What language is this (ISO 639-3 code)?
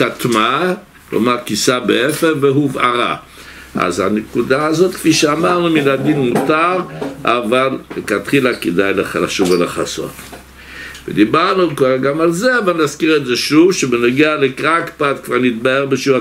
heb